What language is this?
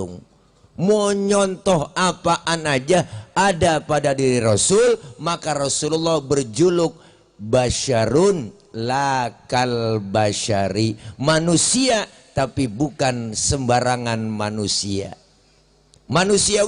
Betawi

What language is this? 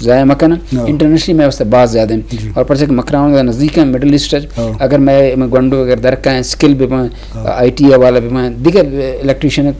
Eastern Balochi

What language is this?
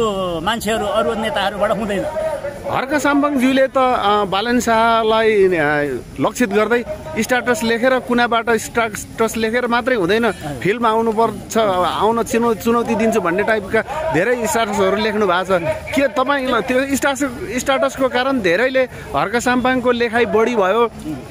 Nepali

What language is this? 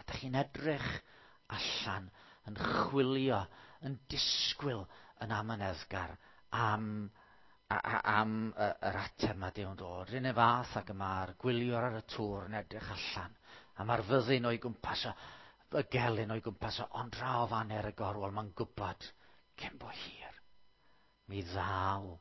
Welsh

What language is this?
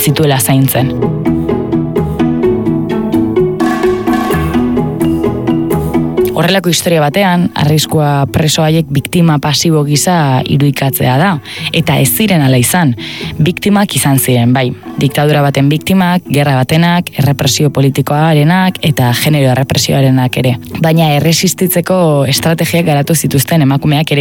Basque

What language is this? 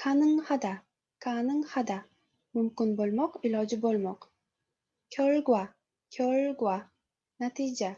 Uzbek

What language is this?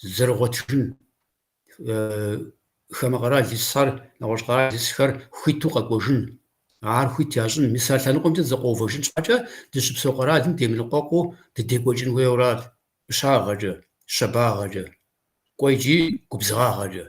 Kabardian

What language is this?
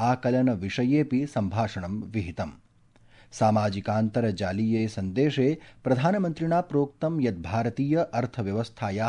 Sanskrit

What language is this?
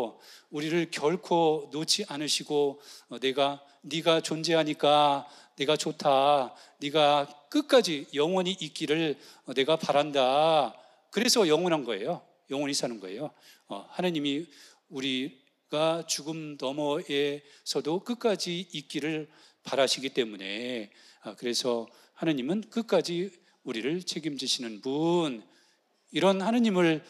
Korean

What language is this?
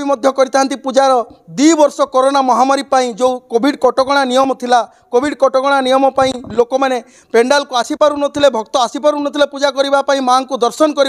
Odia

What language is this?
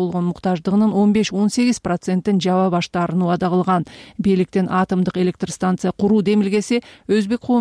Kyrgyz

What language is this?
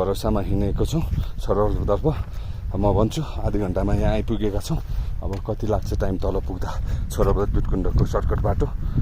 Nepali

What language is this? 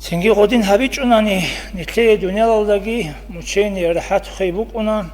Avaric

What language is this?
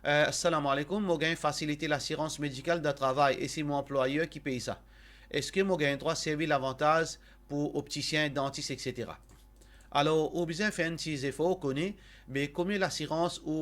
Morisyen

